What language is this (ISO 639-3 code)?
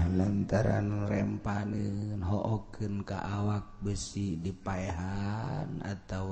sun